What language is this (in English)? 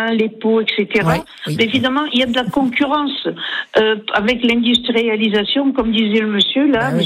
French